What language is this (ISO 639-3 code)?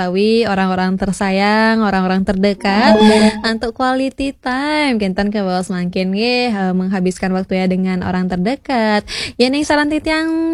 ban